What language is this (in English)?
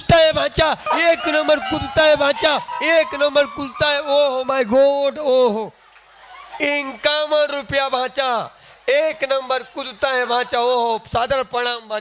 Chhattisgarhi